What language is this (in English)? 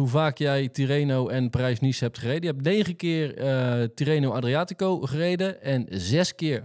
Dutch